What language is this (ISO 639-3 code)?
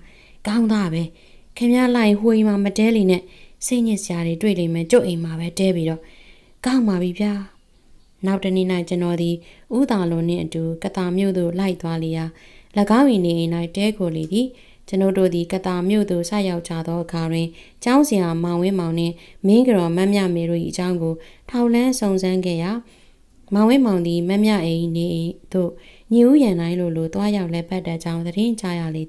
mya